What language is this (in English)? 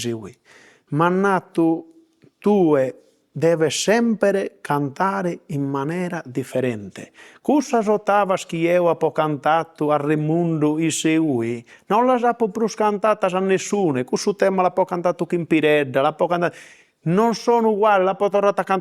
Sardinian